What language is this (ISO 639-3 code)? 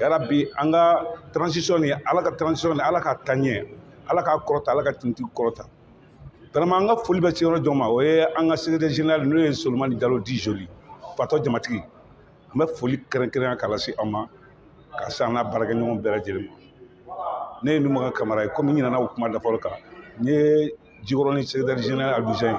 bam